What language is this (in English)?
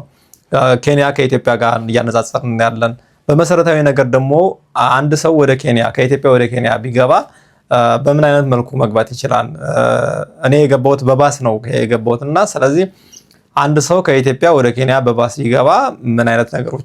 Amharic